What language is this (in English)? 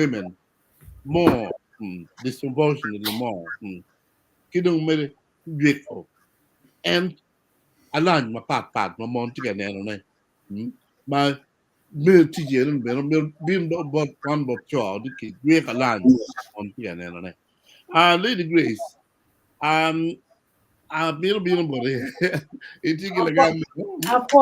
Acoli